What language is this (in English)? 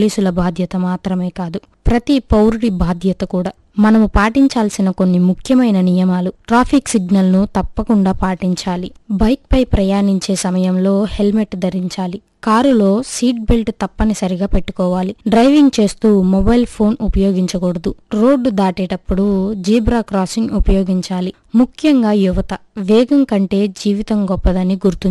Telugu